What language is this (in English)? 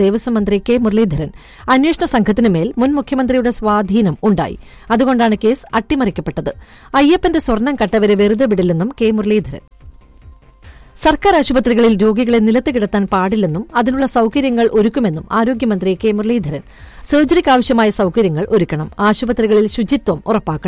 Malayalam